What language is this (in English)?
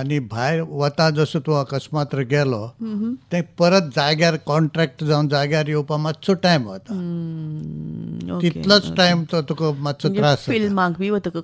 Konkani